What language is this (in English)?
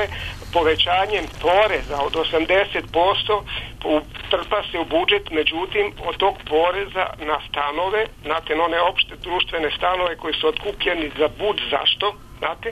Serbian